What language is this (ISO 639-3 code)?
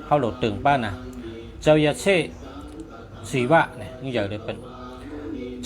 shn